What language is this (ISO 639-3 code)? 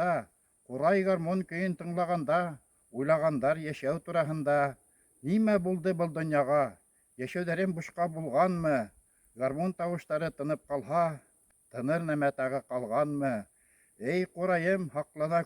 bak